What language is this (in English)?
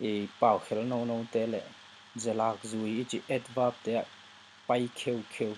Tedim Chin